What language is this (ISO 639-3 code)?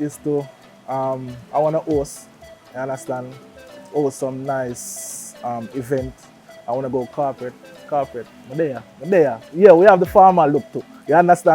jam